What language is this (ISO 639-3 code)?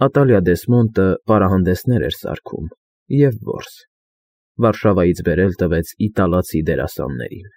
hye